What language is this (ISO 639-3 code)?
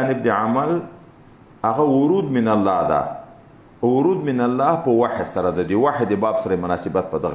pus